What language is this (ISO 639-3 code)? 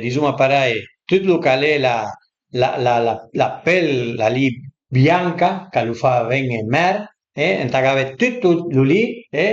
pms